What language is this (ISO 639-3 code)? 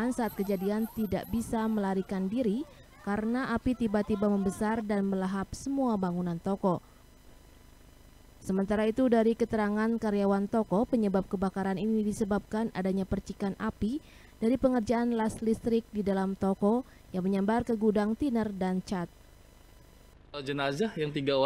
ind